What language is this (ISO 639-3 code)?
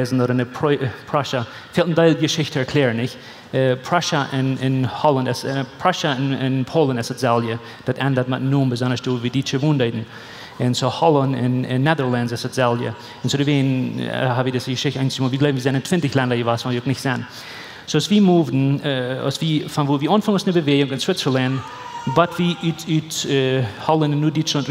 pdt